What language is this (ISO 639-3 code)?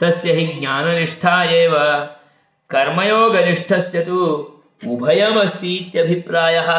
san